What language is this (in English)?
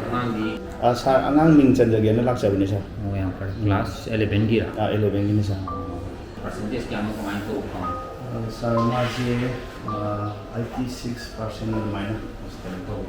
Manipuri